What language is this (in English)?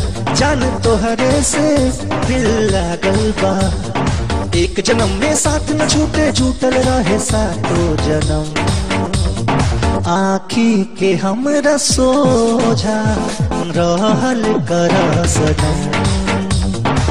Bhojpuri